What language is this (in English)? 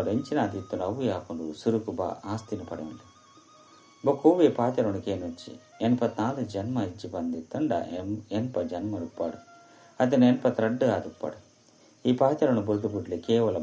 Tulu